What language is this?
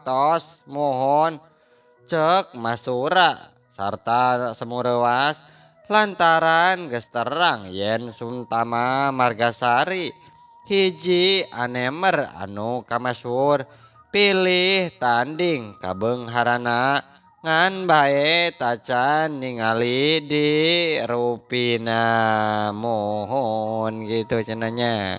Sundanese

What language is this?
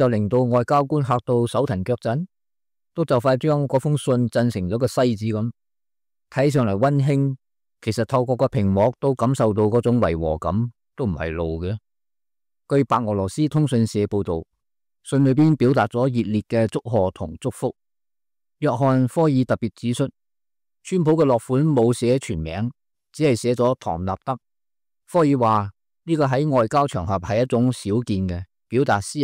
Cantonese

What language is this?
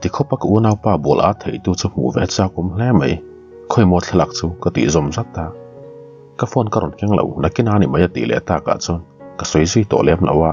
Mizo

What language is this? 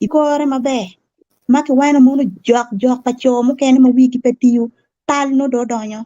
Acoli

